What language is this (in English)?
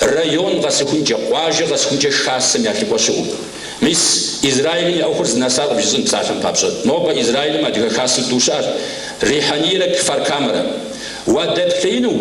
Kabardian